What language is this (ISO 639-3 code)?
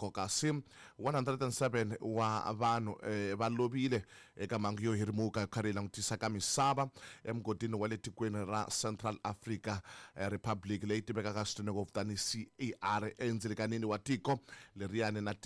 tso